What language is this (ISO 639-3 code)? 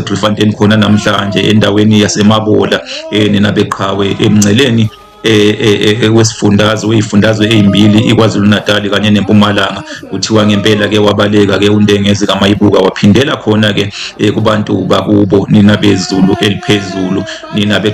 zul